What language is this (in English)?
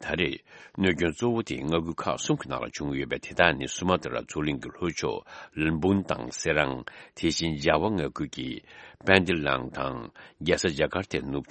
Tibetan